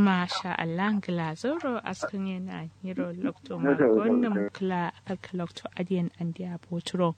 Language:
Kanuri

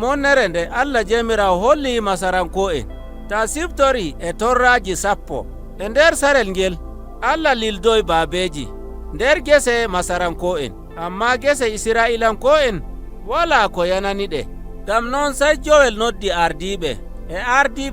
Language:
Nigerian Fulfulde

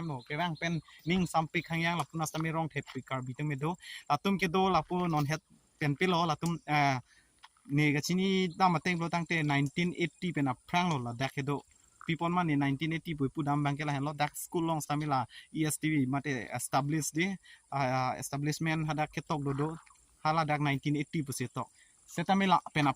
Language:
Karbi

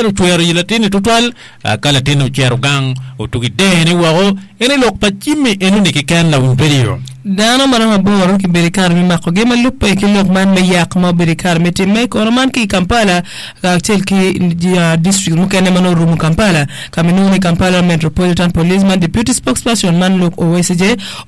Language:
Acoli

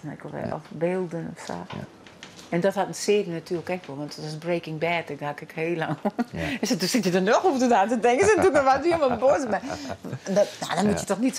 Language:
Western Frisian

